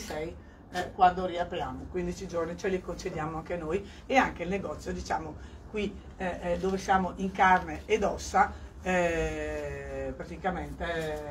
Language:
Italian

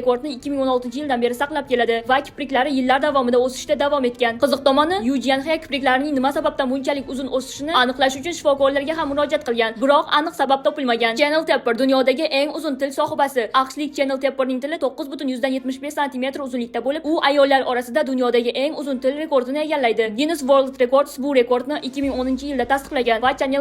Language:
Uzbek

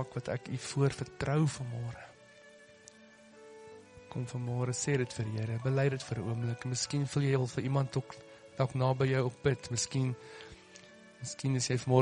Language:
Afrikaans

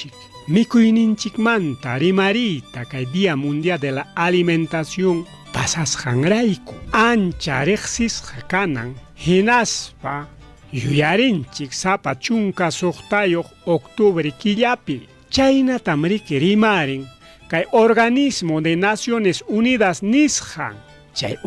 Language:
Ayacucho Quechua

